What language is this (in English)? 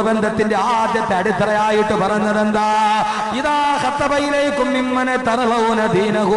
Malayalam